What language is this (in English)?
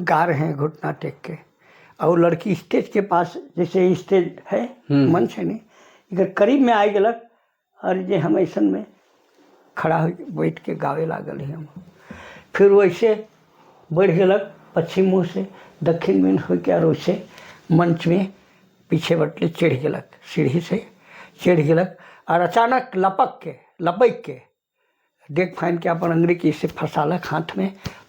Sadri